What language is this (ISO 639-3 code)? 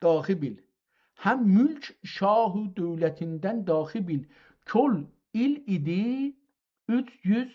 azb